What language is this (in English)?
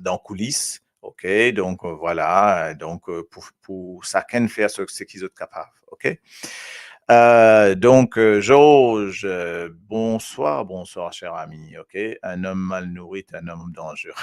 Morisyen